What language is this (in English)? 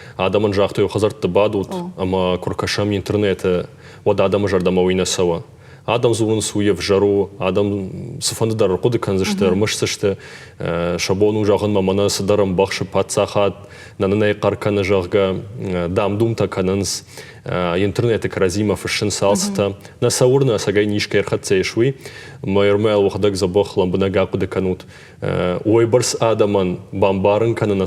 Ossetic